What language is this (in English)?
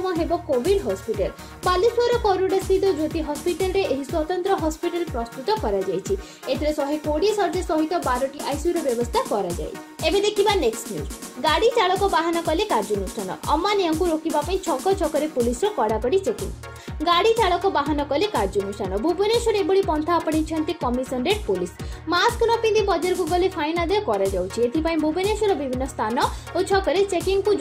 Odia